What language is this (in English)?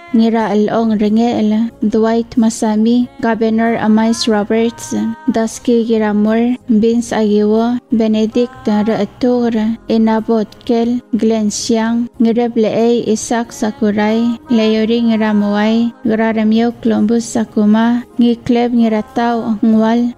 Palauan